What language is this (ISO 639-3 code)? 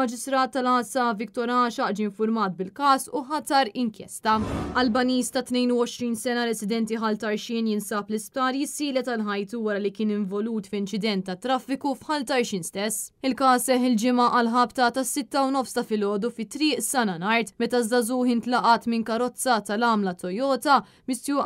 mlt